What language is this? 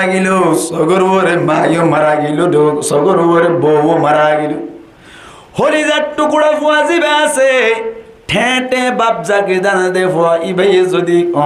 Rohingya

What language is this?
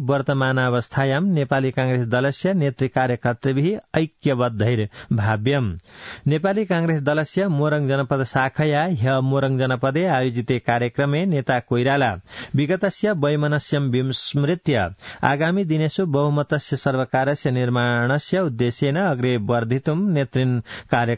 Sanskrit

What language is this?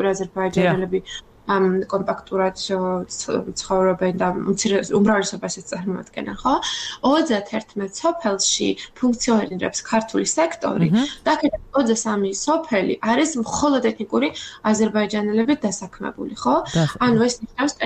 Georgian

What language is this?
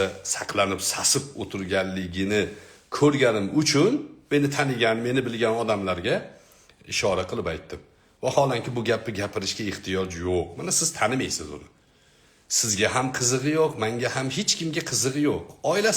Uzbek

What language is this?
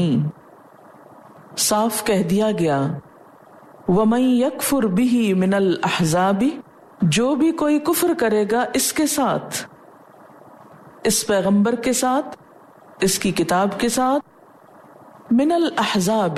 Urdu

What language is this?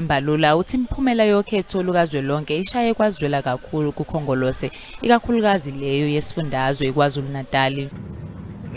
Zulu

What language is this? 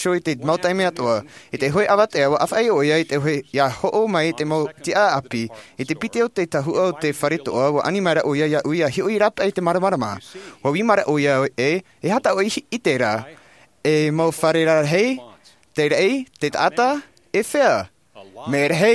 Tahitian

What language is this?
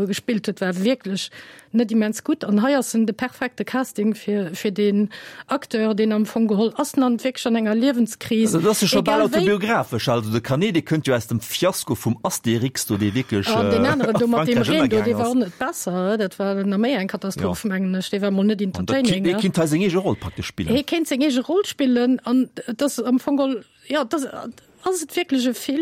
Luxembourgish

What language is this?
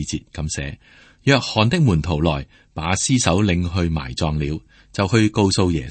Cantonese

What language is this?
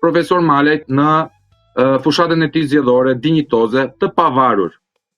Albanian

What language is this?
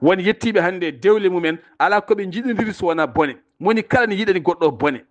Fula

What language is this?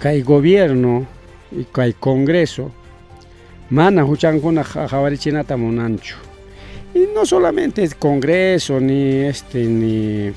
Ayacucho Quechua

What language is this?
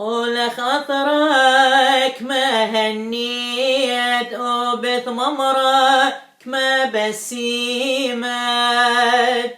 Assyrian Neo-Aramaic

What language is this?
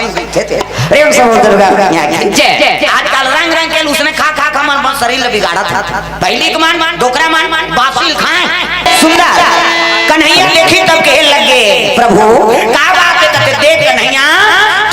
Chhattisgarhi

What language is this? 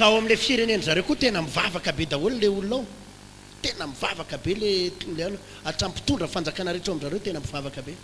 Malagasy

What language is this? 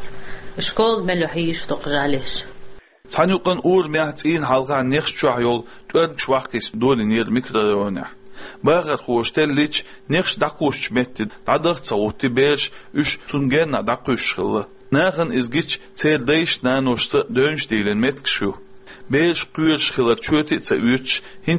Chechen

